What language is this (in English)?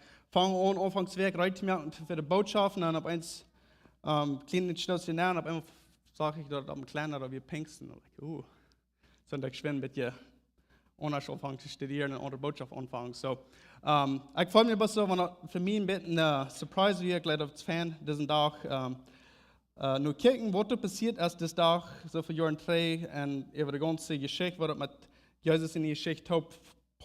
Plautdietsch